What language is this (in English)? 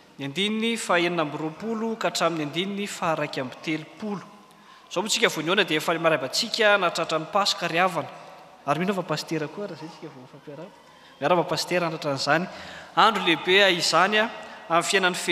Malagasy